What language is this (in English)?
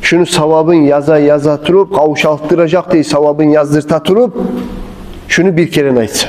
Kumyk